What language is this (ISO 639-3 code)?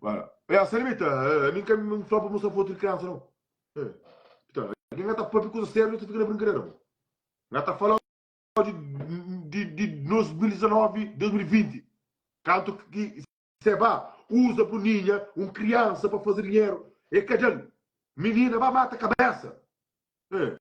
kea